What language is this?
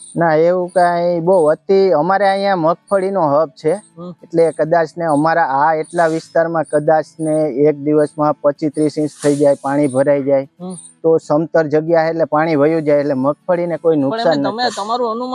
Gujarati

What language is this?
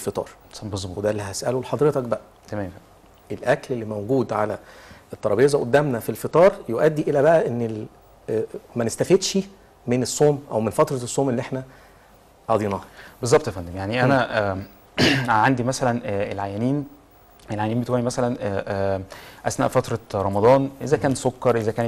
Egyptian Arabic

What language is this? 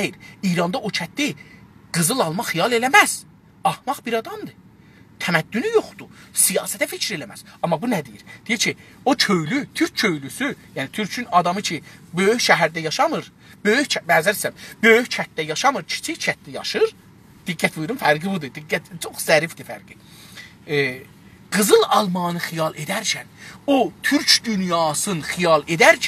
South Azerbaijani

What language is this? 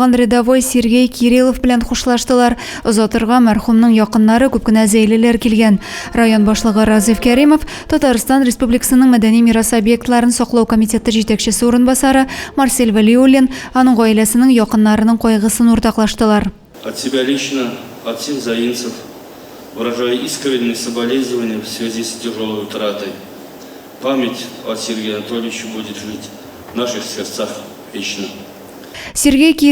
Tatar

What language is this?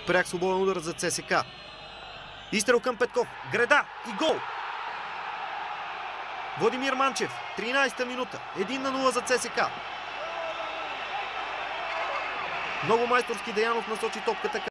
Bulgarian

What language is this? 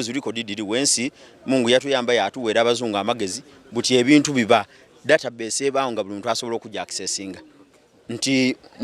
Soga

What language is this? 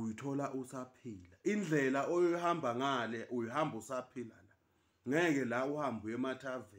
Zulu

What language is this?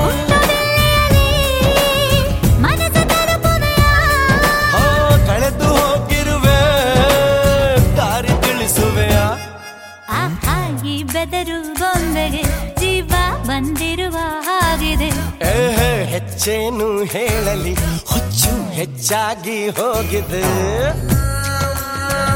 Kannada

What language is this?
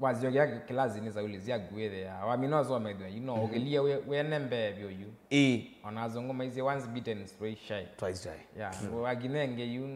Kamba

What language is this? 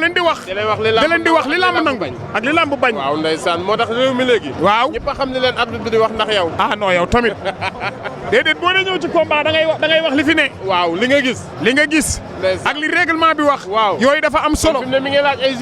Wolof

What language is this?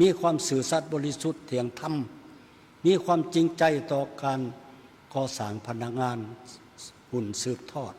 Lao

